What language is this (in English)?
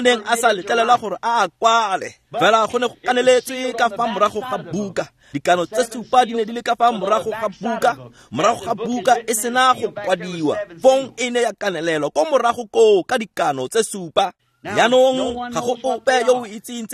Tswana